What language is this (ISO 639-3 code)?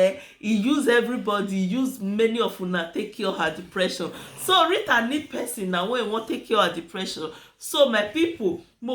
pcm